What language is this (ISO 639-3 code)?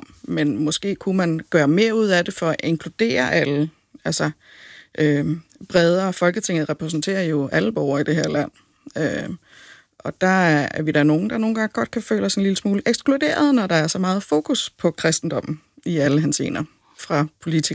dan